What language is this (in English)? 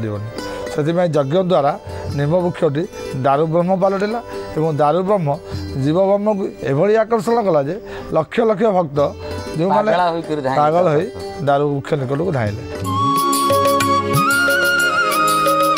Odia